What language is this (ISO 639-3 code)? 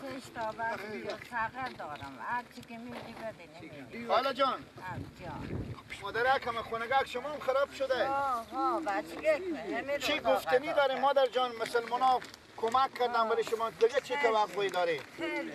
fas